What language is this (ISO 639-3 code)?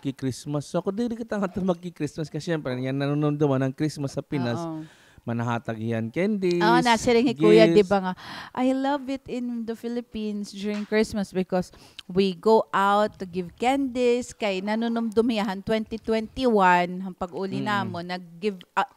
war